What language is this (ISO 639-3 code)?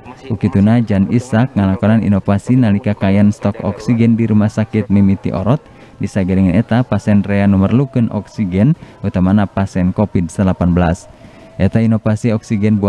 sun